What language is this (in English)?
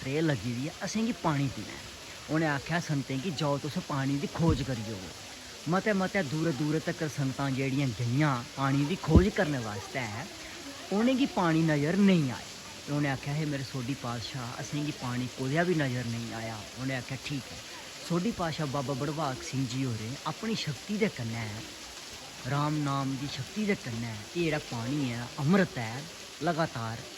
Dogri